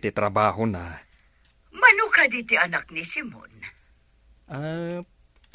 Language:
Iloko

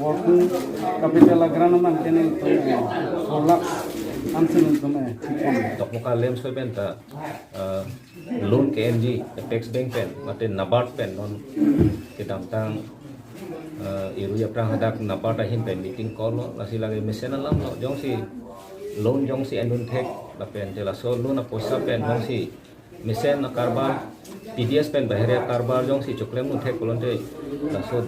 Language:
Karbi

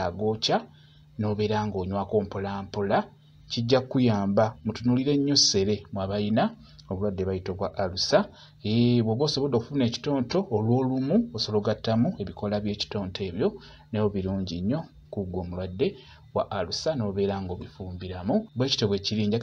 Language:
Ganda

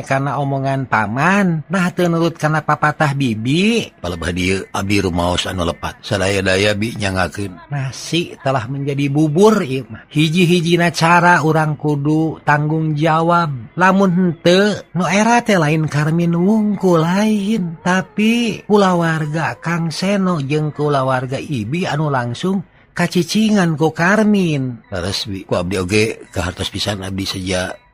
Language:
Sundanese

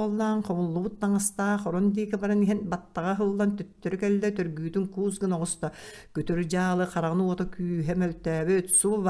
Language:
Yakut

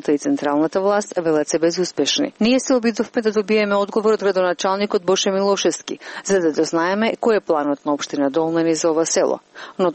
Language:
Macedonian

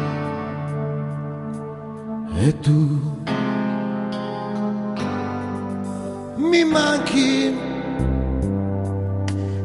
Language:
Italian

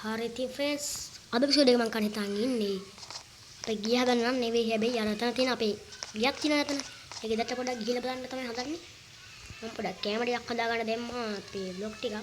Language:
Sinhala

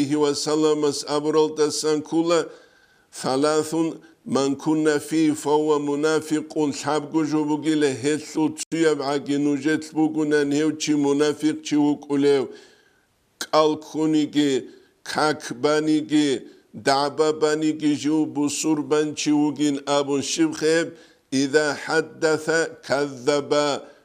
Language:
Avaric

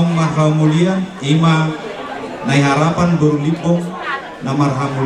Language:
Batak Toba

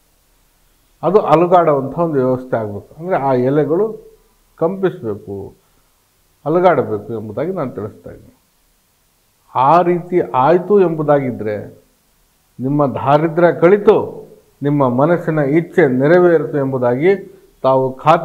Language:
Kannada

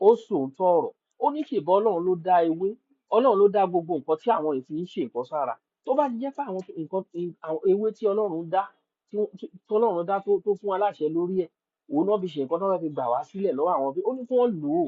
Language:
Yoruba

